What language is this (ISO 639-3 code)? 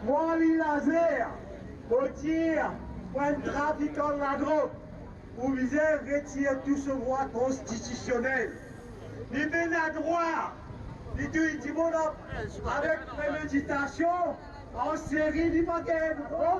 mfe